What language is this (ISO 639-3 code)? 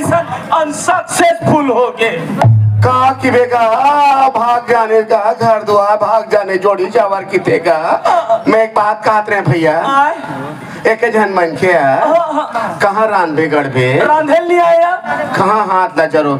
hne